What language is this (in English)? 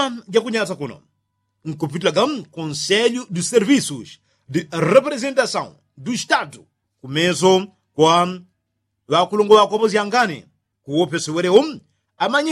Yao